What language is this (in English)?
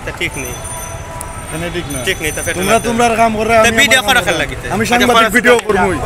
Sylheti